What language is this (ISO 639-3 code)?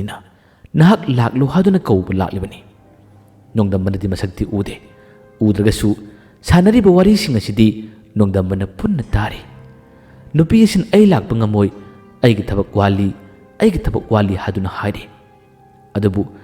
mni